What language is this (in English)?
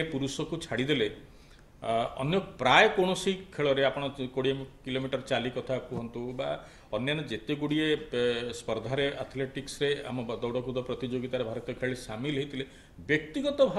Odia